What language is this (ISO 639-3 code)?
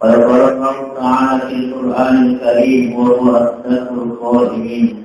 bug